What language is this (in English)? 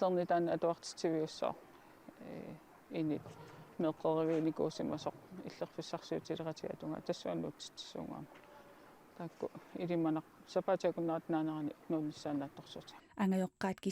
Kalaallisut